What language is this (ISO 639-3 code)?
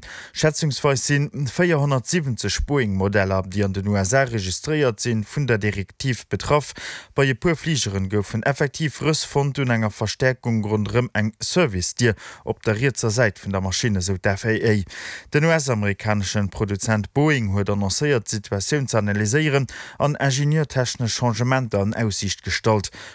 ltz